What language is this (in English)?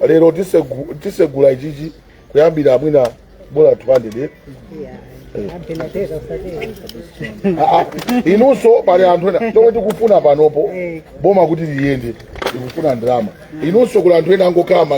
Nyanja